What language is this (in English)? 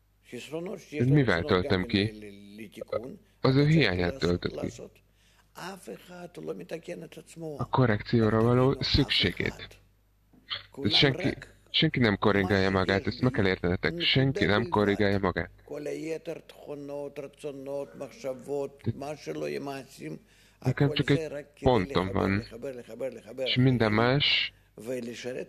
Hungarian